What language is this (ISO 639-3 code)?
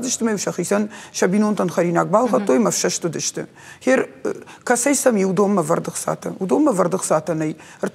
oss